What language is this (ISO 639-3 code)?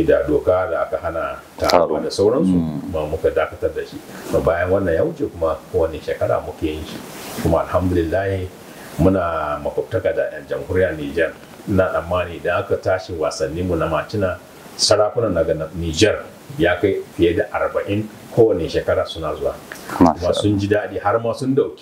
hau